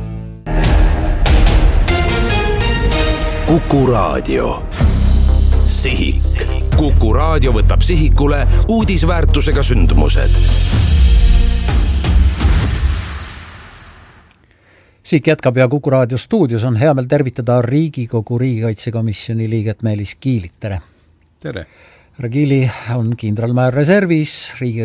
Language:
Estonian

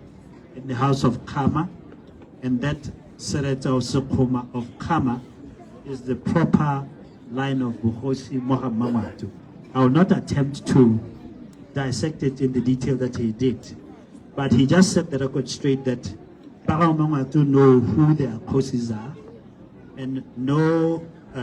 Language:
Tswana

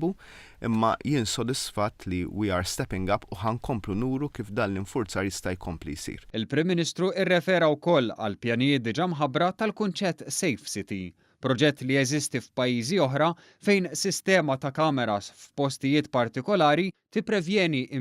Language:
Maltese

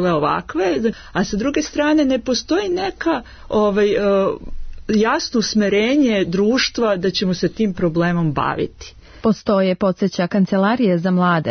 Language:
Serbian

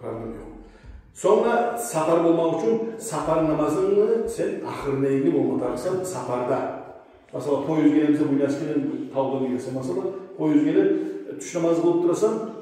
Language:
Kumyk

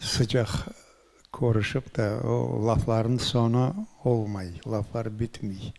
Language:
Crimean Tatar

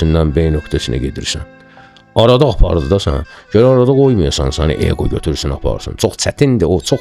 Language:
Azerbaijani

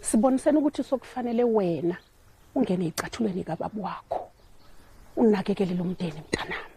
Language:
Zulu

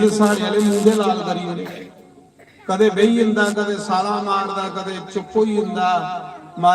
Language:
Dogri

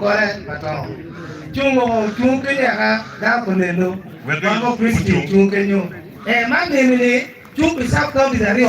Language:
Acoli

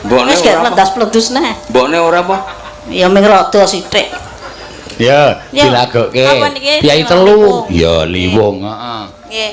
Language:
Javanese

